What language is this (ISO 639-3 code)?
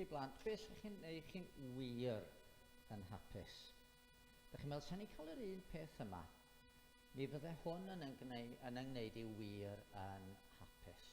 cym